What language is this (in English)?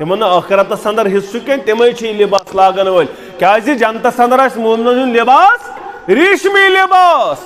Kashmiri